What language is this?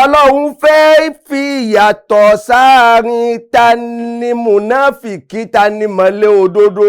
Yoruba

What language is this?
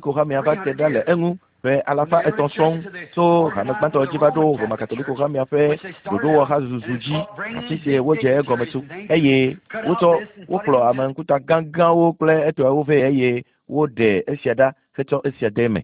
Ewe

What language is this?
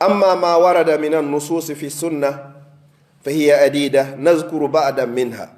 Fula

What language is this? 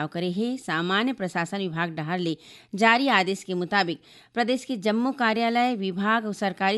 Chhattisgarhi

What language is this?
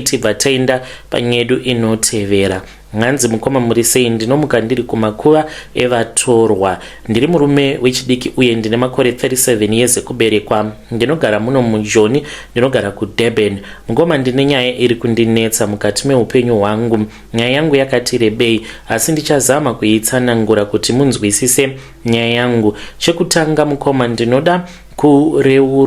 Shona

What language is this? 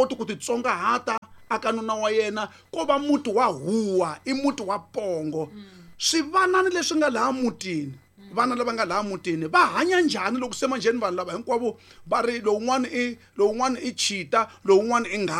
Tsonga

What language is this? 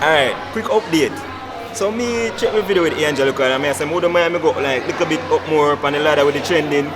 Jamaican Creole English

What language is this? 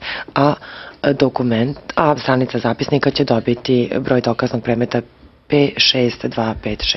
Serbian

